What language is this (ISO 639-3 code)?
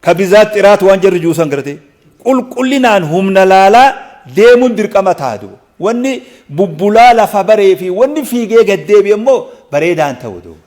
orm